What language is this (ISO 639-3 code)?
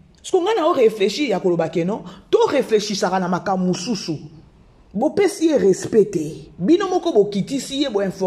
lin